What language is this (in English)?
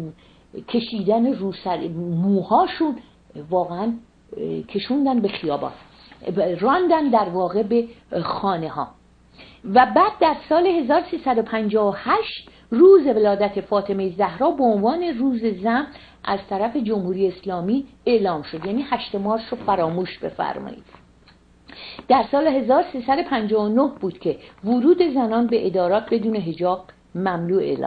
Persian